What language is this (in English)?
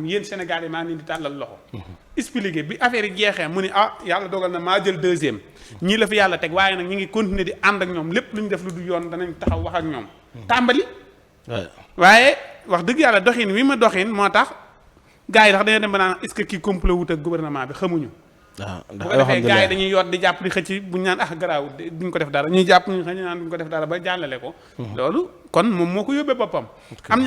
Wolof